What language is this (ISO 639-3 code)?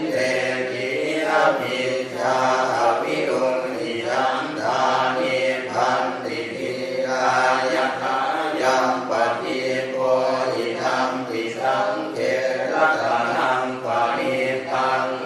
pli